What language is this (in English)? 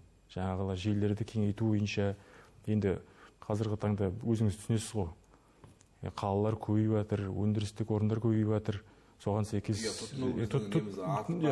Kazakh